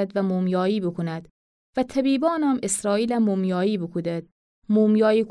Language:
Gilaki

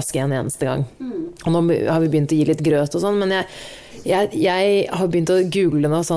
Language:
Norwegian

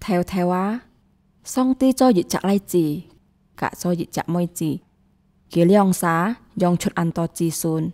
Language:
Hakka Chinese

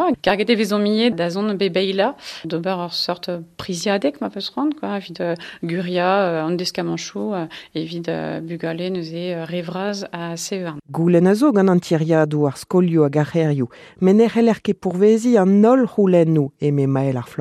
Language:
Breton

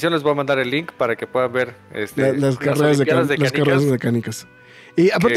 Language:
Spanish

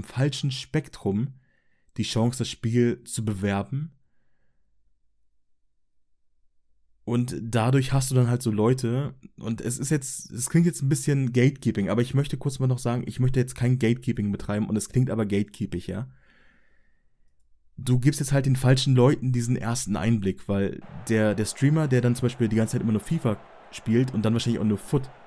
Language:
German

